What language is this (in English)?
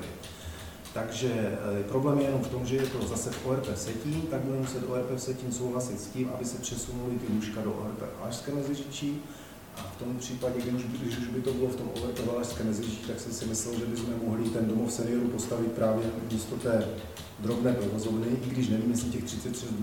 Czech